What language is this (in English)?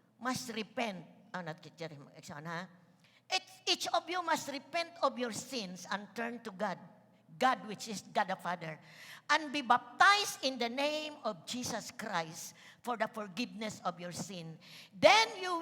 Cebuano